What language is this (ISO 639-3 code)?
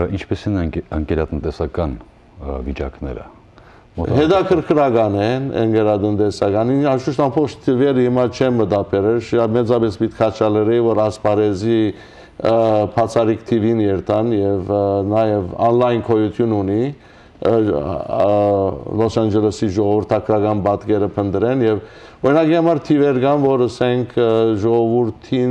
hyw